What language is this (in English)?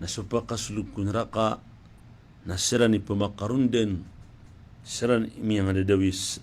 Maranao